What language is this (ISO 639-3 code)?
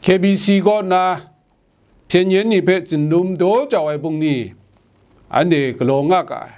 kac